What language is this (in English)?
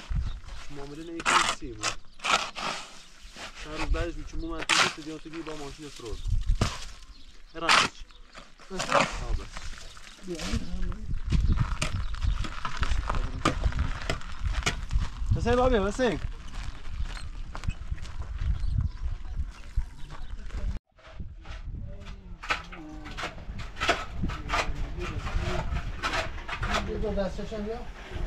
Persian